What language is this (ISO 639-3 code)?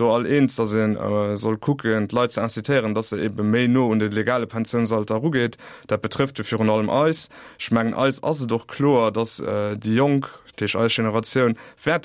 ltz